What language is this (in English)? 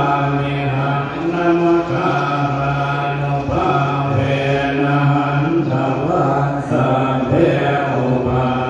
Pali